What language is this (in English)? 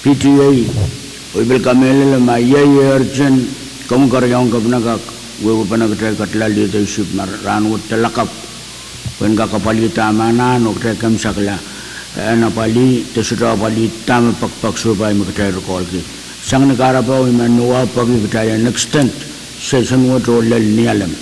Pohnpeian